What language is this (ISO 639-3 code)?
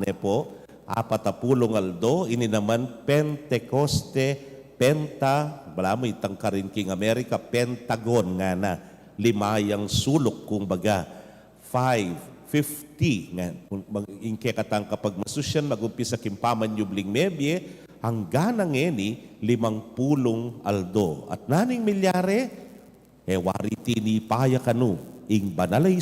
pam